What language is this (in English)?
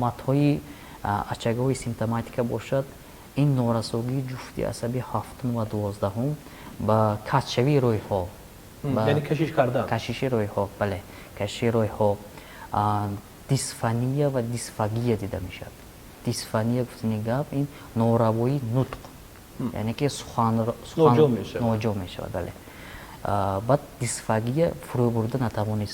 Tajik